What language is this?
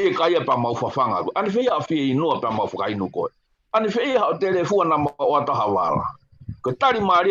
Tongan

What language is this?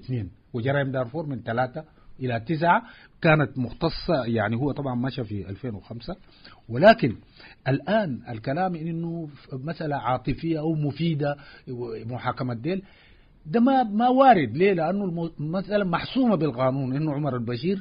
Sudanese Arabic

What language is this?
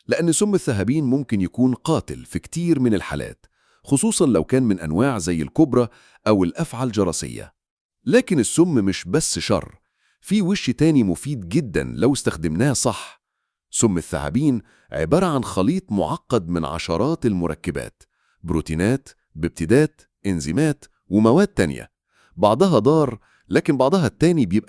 Egyptian Arabic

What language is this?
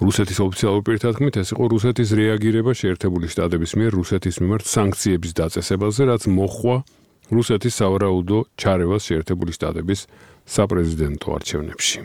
Georgian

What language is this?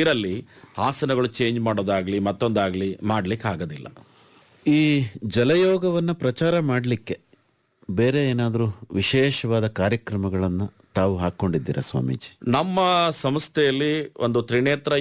Kannada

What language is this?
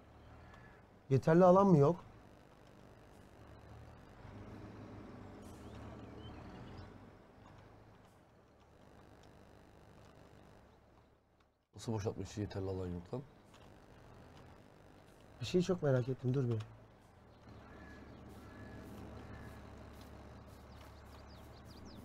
Turkish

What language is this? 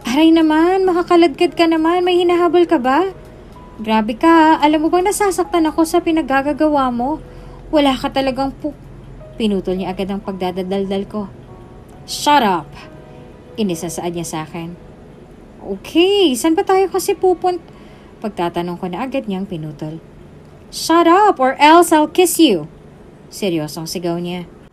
Filipino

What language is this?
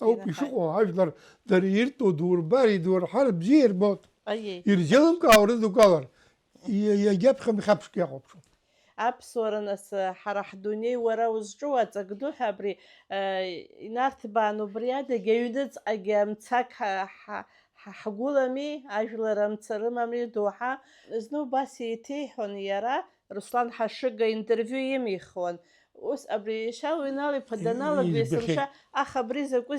Abkhazian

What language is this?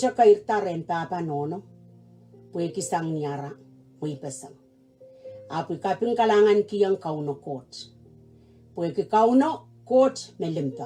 Pohnpeian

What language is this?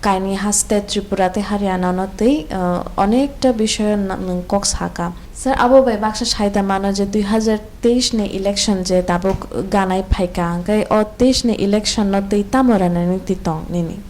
Kok Borok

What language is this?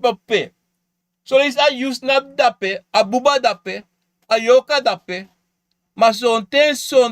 Sranan Tongo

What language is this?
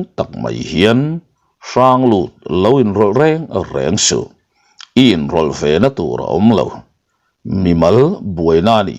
Mizo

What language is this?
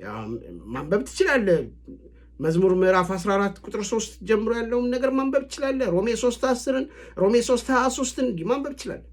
Amharic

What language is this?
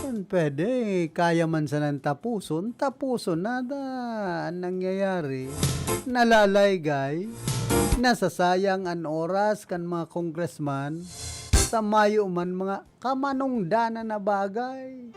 Bikol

